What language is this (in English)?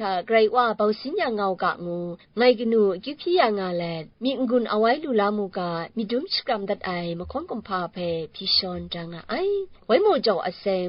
Kachin